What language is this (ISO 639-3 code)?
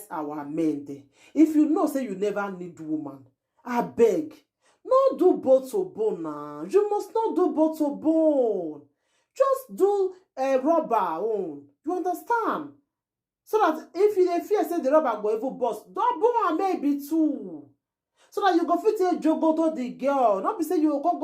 pcm